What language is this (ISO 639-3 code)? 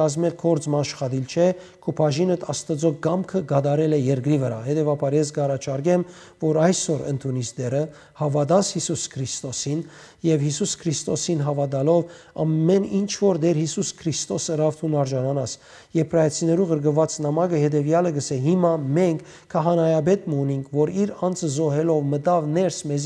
hyw